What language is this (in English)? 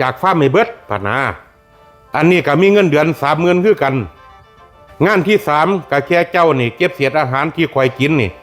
Lao